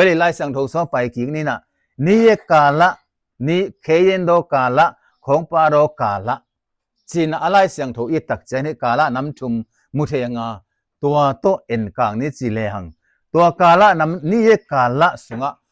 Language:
Tedim Chin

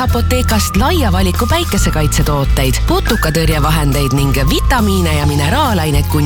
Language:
Estonian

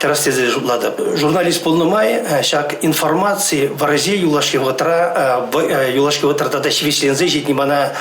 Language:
Chuvash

